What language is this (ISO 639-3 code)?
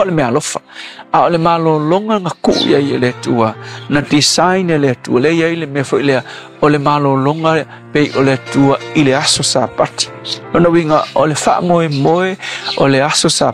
smo